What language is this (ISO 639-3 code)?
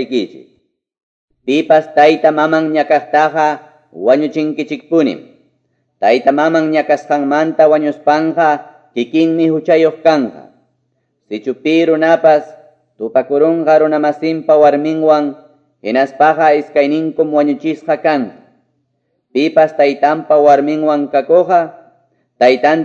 que